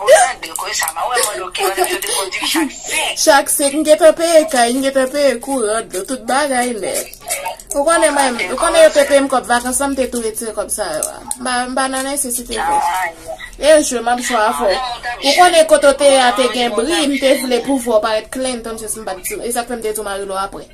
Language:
Haitian Creole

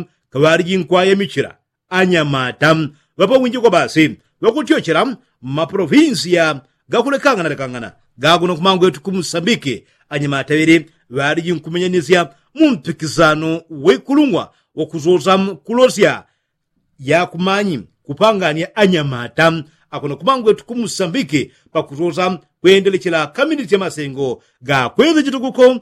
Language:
Yao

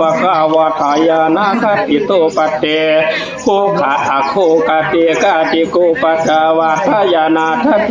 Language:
Northeastern Thai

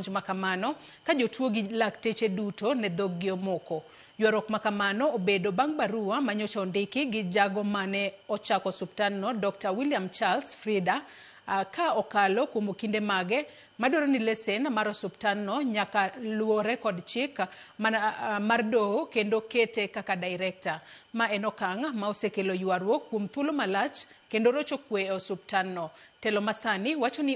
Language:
Luo (Kenya and Tanzania)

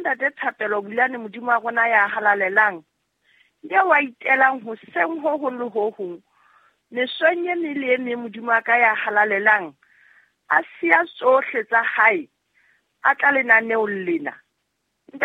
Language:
Southern Sotho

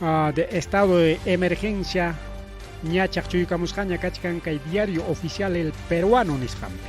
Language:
Ayacucho Quechua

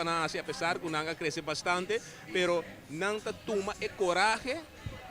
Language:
Papiamento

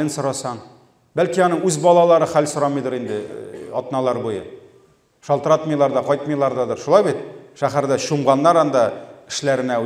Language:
Tatar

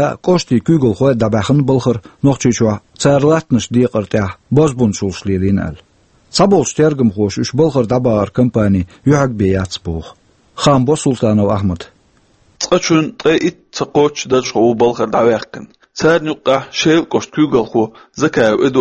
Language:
Chechen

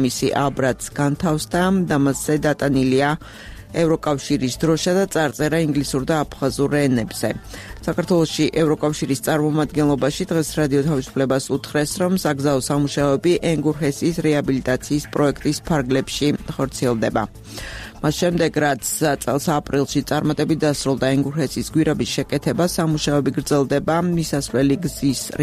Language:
Georgian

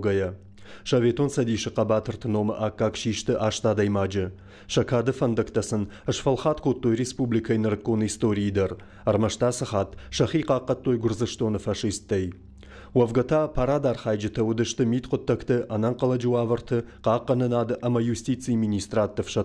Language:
Ossetic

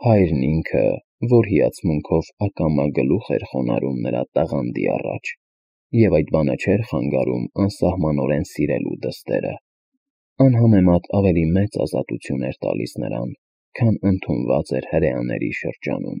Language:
Armenian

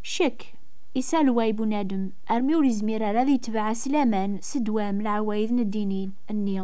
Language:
Kabyle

